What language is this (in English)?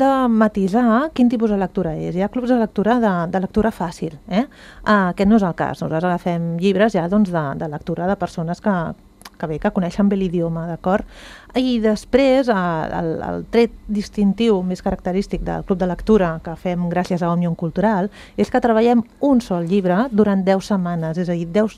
Catalan